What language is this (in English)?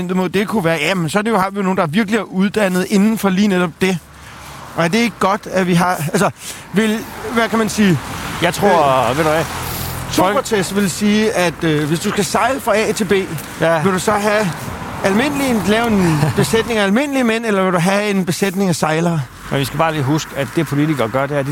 Danish